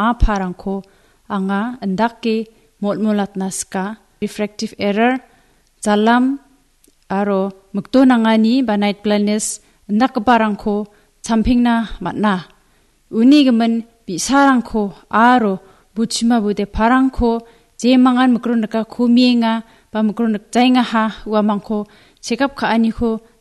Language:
Garo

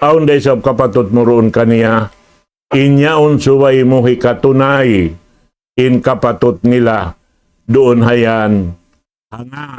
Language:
Tausug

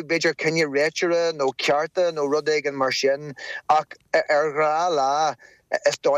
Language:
Irish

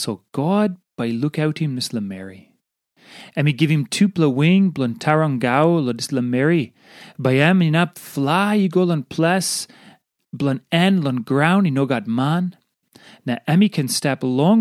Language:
Tok Pisin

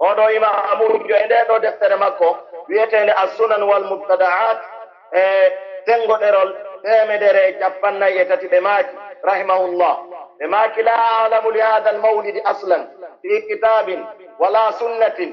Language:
Pular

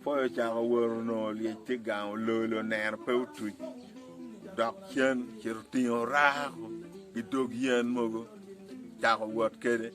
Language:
Acoli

